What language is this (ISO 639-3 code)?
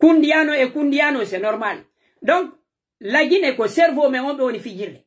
fuf